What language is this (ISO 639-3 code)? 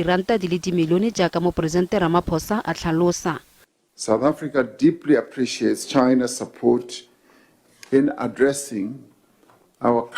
tsn